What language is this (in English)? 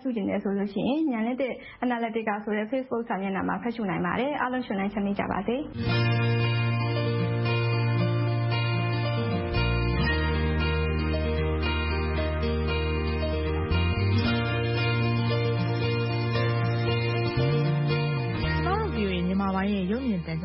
Burmese